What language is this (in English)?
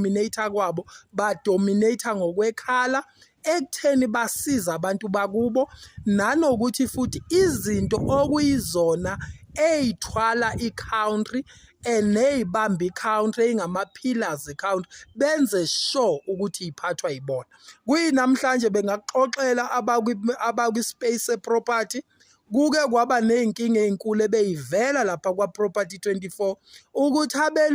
Zulu